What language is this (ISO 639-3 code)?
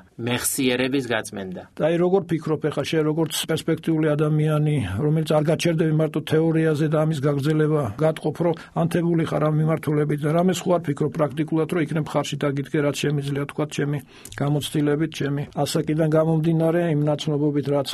kat